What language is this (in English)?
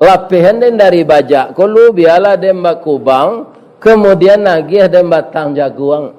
Minangkabau